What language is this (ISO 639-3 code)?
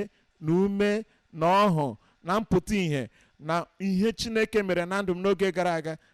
ibo